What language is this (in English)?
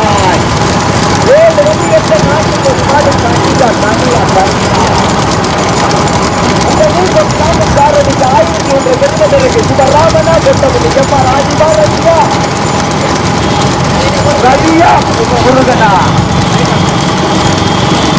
Tamil